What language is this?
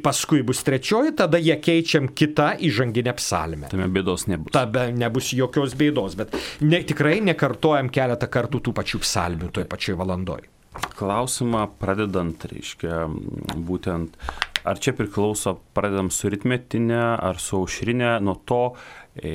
Lithuanian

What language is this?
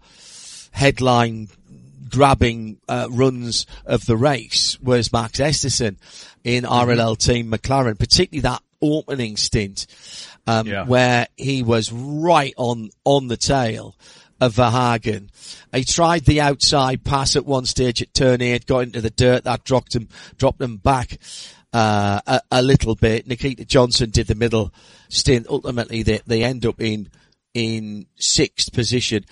English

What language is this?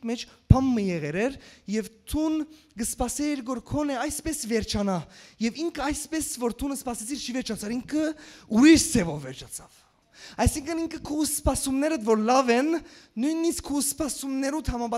Western Armenian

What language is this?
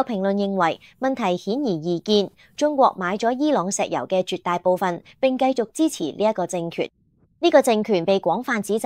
Cantonese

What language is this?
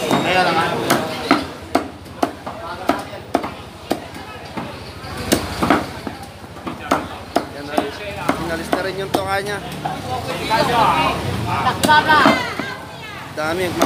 Filipino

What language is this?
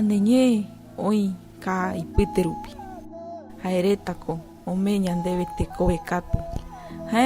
Guarani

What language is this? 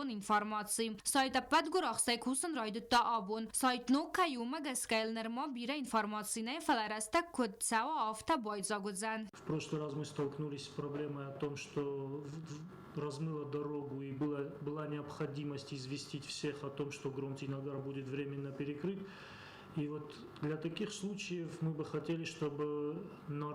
Ossetic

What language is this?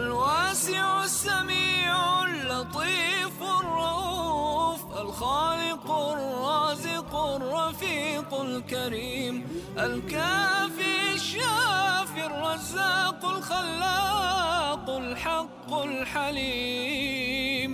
Bosnian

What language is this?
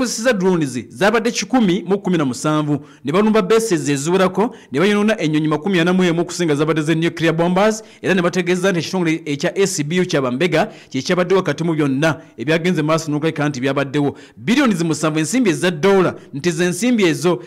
Ganda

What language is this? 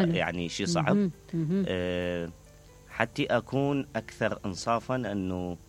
Mesopotamian Arabic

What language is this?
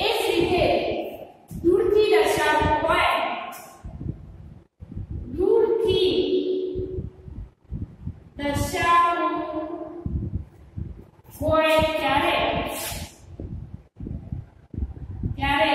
Gujarati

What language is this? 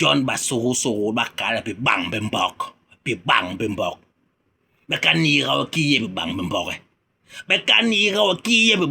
Basaa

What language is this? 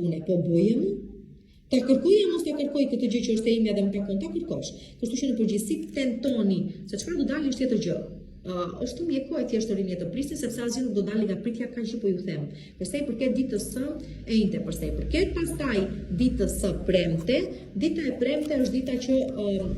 Albanian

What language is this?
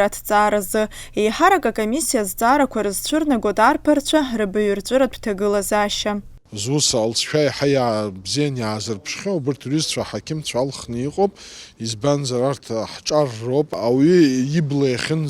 Abkhazian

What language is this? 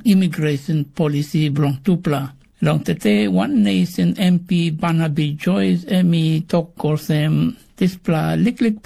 Tok Pisin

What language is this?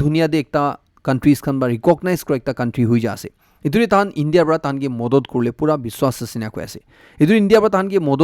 Naga Pidgin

